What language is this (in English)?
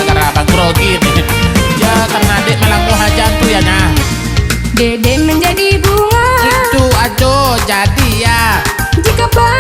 Minangkabau